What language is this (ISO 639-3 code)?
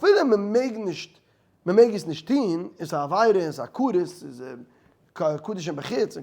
yid